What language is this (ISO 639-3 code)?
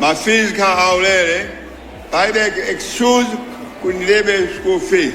nya